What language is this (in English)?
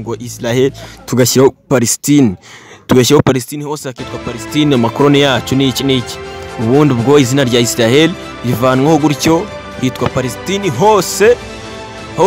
Kinyarwanda